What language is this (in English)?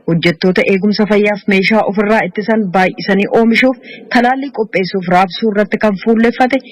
Oromo